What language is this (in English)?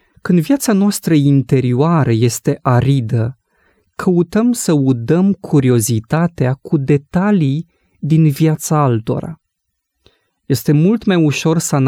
Romanian